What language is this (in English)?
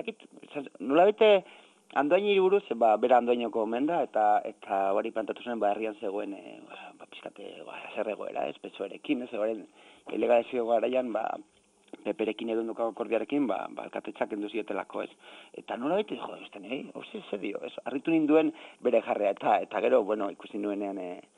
Basque